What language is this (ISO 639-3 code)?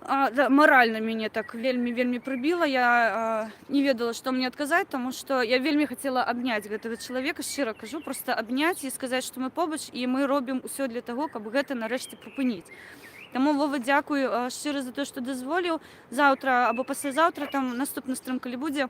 bel